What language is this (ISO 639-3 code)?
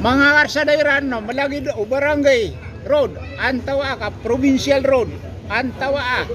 mrw